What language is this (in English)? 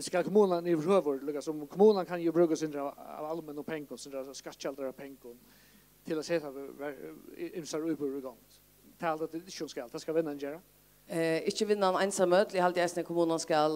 Faroese